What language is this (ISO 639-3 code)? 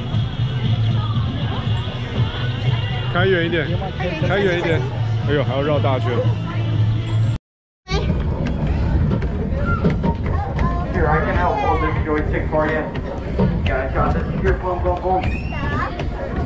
zho